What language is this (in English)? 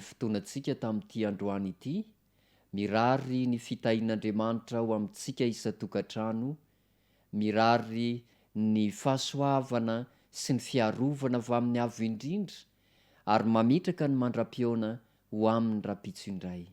Malagasy